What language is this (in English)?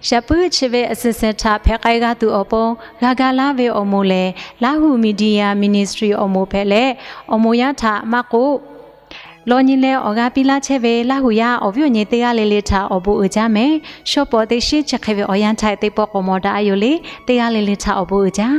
Lahu